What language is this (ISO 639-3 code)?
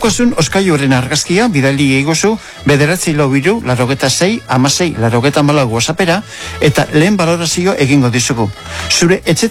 eus